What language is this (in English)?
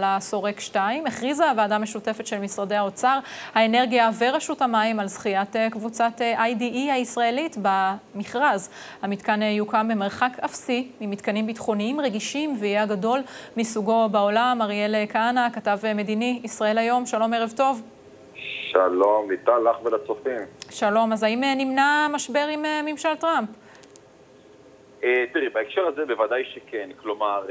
Hebrew